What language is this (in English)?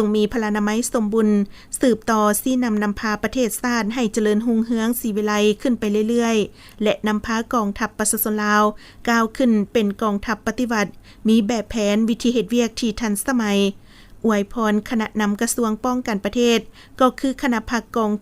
Lao